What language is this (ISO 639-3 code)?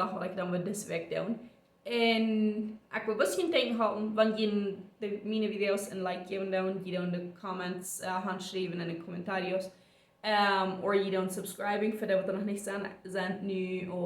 pdt